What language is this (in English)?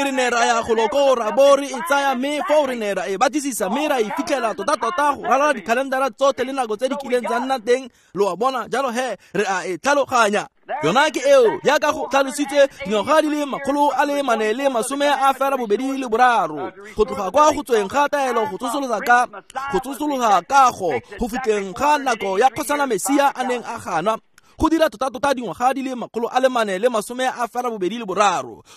Tswana